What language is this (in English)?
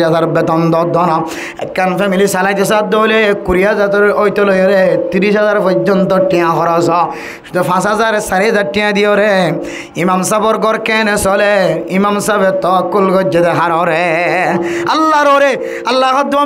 Rohingya